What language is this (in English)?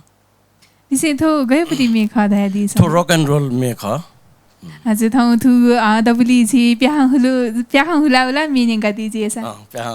Newari